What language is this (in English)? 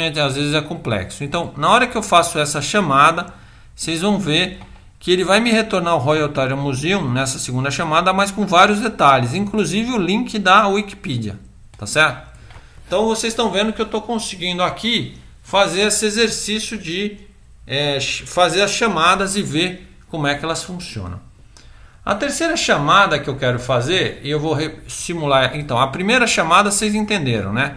Portuguese